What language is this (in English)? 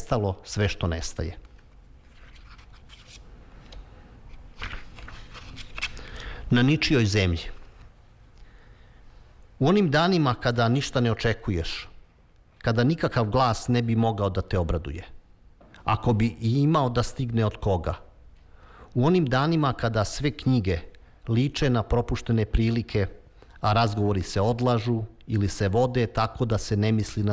Serbian